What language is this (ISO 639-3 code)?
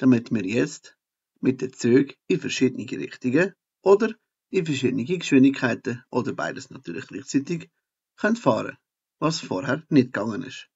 gsw